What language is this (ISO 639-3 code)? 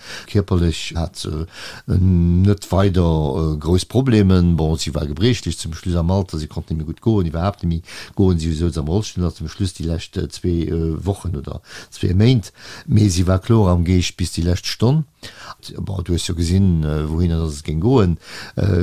ltz